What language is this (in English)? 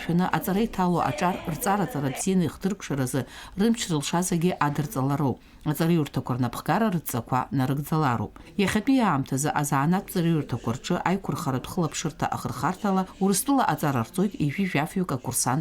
Abkhazian